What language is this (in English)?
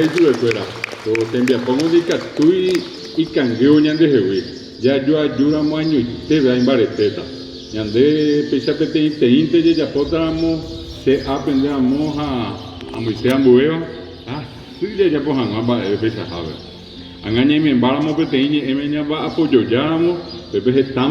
Guarani